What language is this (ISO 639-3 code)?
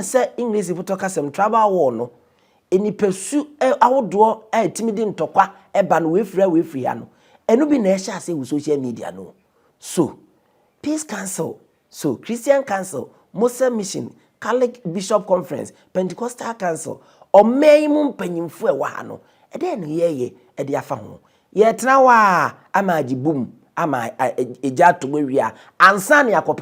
aka